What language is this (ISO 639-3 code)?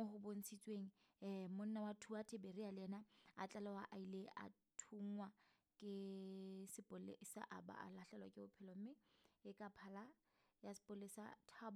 sot